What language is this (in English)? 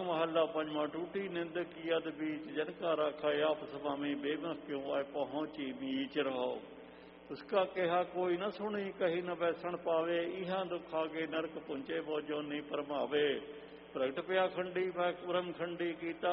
Punjabi